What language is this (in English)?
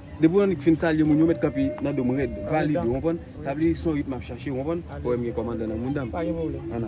Haitian Creole